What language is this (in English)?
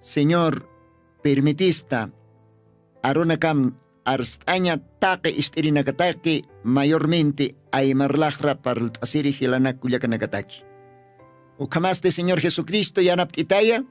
Aymara